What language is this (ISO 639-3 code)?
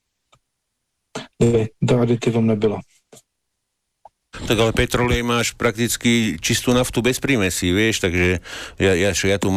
slk